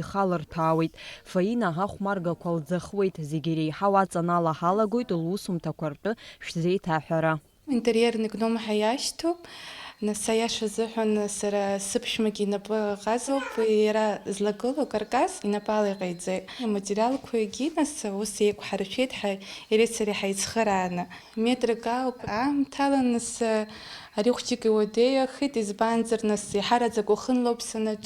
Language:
Abkhazian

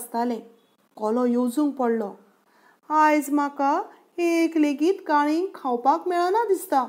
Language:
Konkani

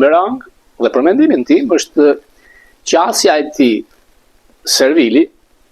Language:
Albanian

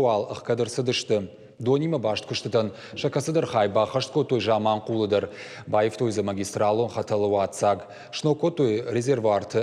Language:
Ossetic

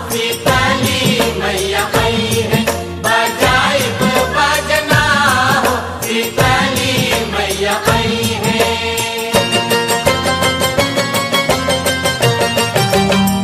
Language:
Bhojpuri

